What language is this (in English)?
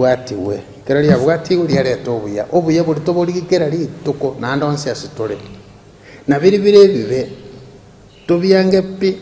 Gusii